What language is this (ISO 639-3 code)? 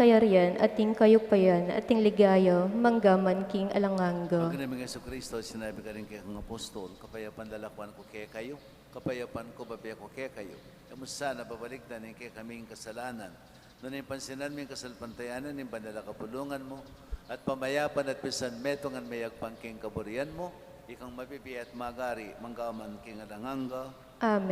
pam